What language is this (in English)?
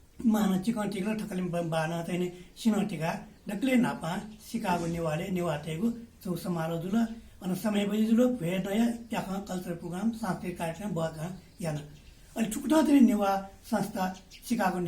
Newari